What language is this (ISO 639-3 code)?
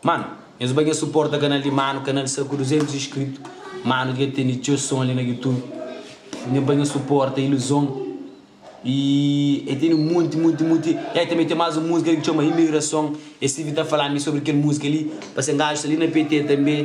kea